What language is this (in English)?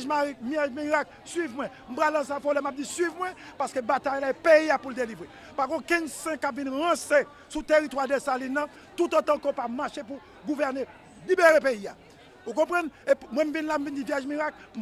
Haitian Creole